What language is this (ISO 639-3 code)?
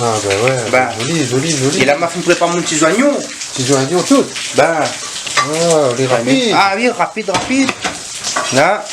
rcf